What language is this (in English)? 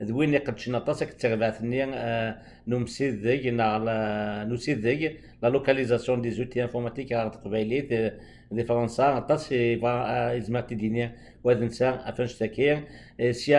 Kabyle